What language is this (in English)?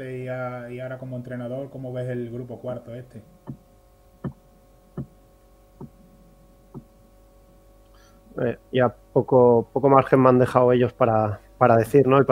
Spanish